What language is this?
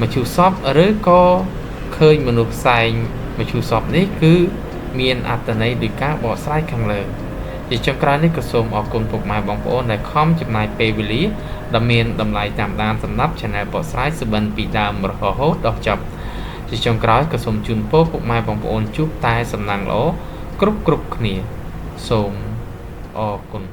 Khmer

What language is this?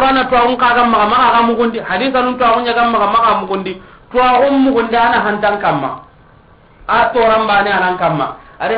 Soninke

